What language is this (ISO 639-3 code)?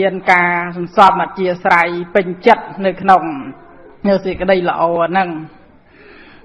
khm